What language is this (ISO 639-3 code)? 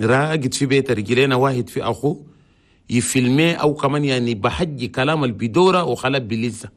shu